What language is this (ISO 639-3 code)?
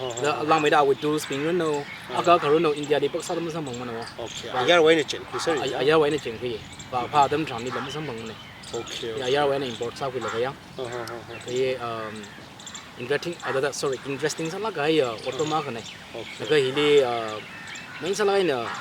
nmf